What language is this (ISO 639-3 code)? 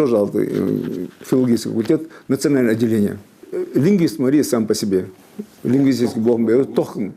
inh